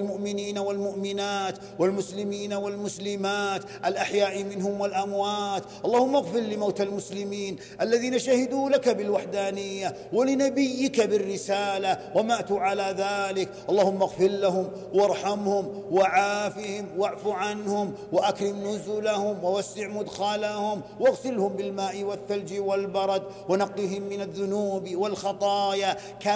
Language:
Arabic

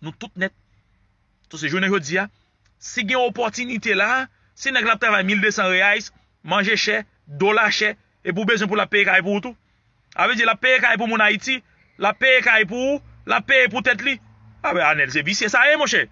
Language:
Haitian Creole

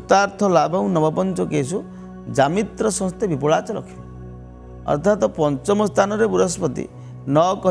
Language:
Odia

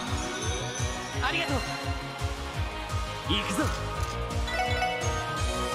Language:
Japanese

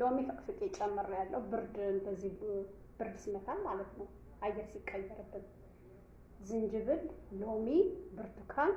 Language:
Amharic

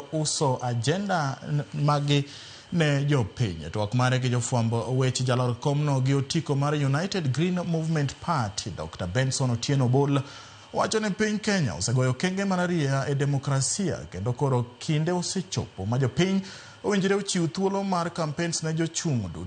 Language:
Luo (Kenya and Tanzania)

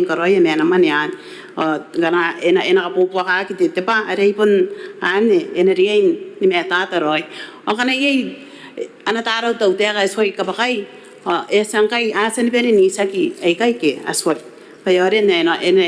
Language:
Gilbertese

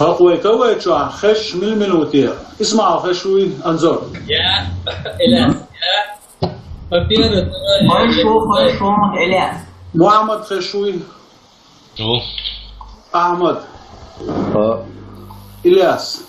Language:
Chechen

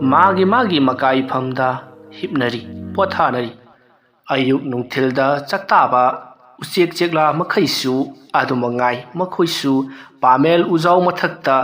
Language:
Manipuri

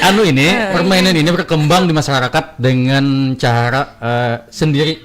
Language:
Banjar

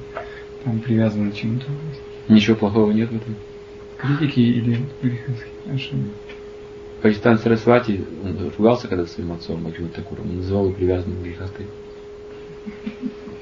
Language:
Russian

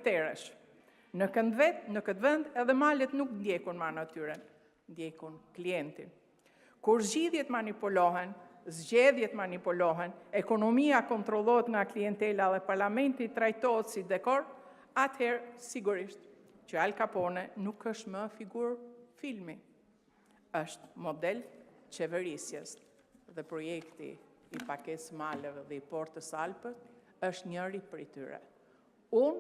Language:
Albanian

